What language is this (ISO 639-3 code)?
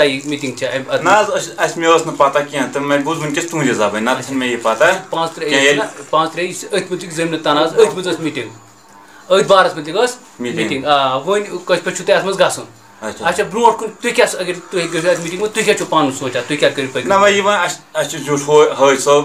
kas